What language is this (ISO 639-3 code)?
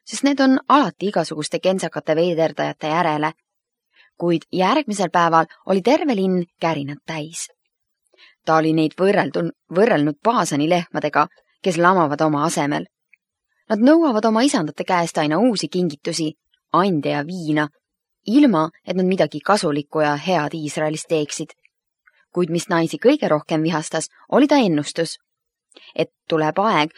est